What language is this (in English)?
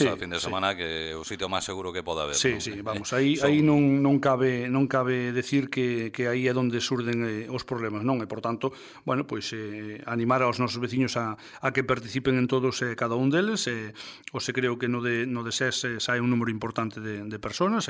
Galician